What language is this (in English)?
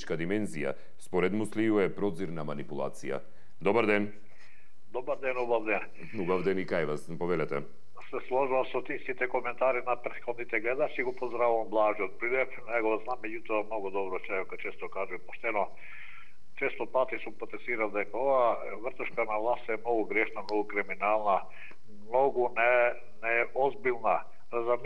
Macedonian